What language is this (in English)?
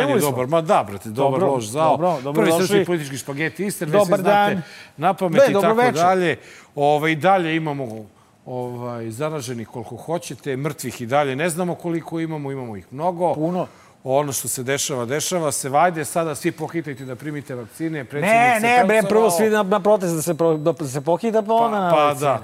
Serbian